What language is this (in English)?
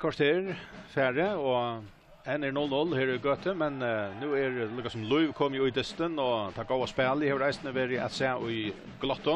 Faroese